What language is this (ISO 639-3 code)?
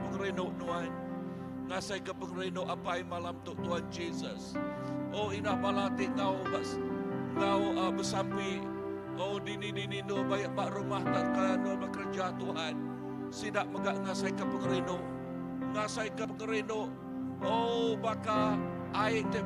iba